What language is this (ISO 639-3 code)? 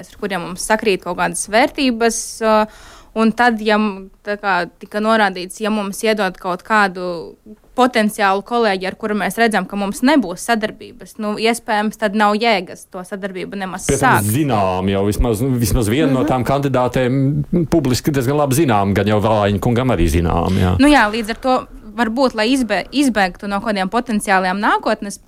lav